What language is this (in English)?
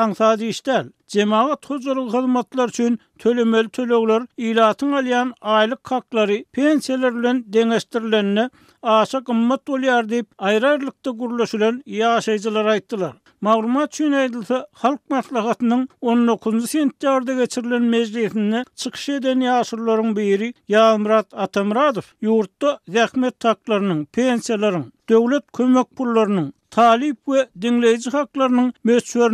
Turkmen